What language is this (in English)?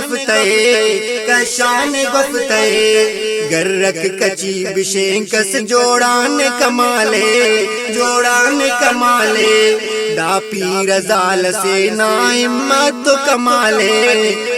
Brahui